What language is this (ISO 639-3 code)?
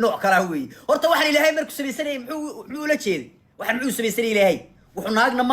som